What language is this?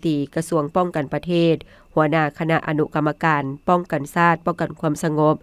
Lao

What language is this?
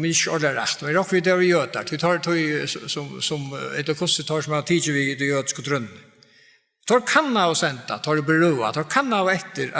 Faroese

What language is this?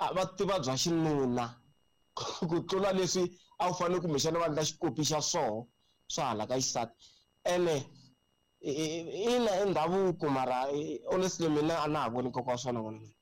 Tsonga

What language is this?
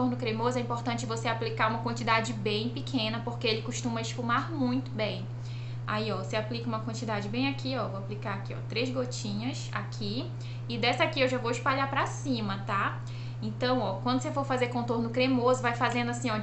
Portuguese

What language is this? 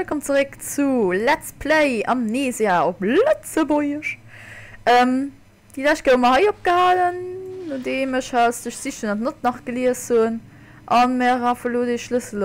Luxembourgish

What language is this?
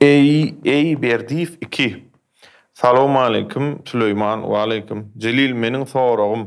Turkmen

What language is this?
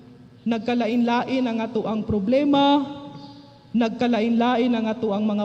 Cebuano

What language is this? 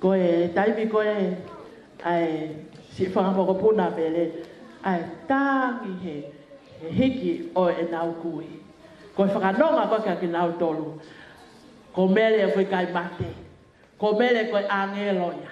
Tongan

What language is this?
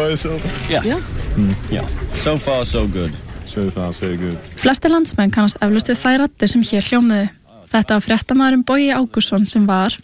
Icelandic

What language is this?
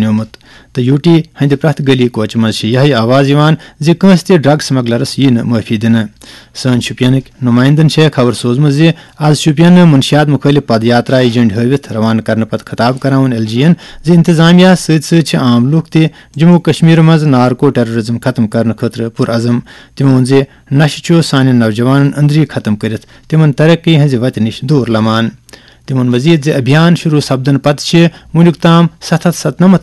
Kashmiri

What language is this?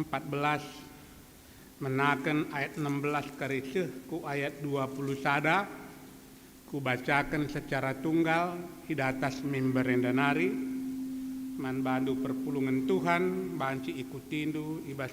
Batak Karo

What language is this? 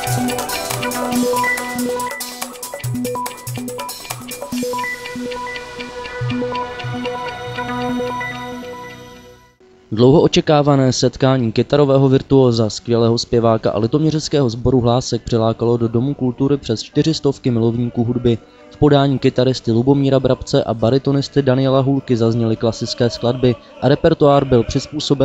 Czech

